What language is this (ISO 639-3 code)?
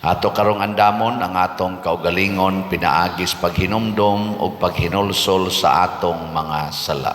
ceb